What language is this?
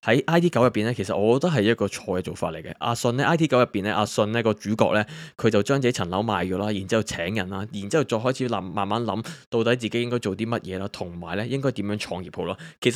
Cantonese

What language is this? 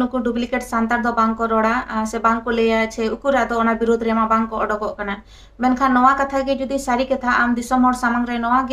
Santali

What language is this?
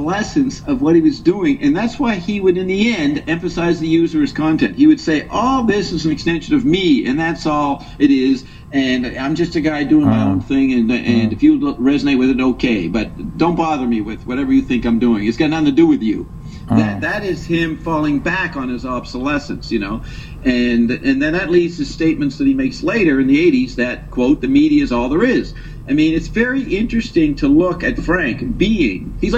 English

